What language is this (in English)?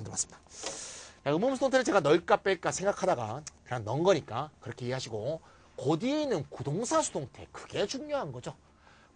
Korean